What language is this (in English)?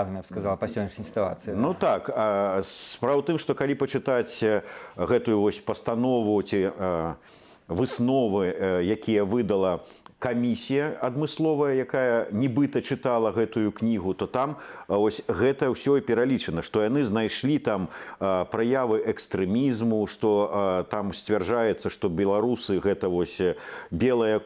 Belarusian